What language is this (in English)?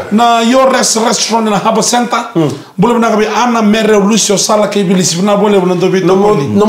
Fijian